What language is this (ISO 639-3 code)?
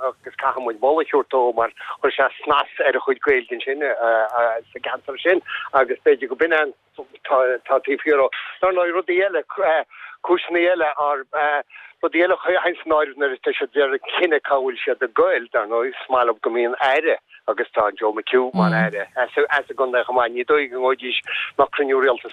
gle